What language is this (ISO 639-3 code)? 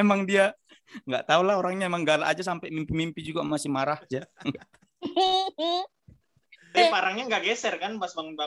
ind